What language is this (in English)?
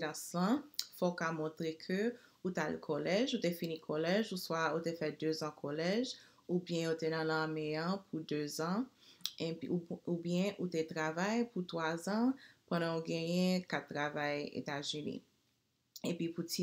Haitian Creole